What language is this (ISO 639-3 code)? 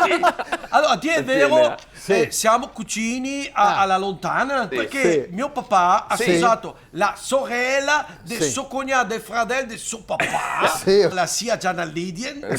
vec